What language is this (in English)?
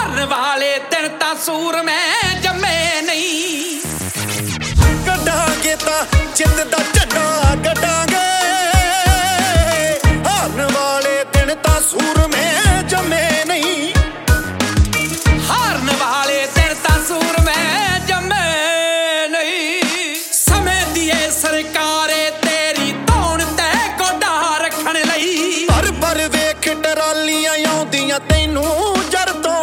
Punjabi